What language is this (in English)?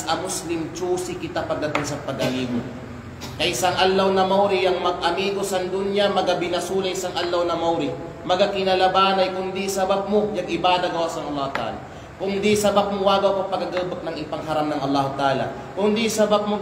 Kalagan